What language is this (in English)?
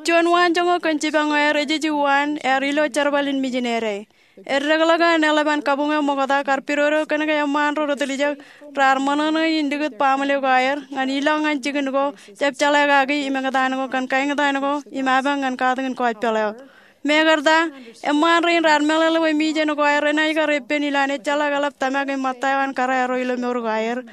Marshallese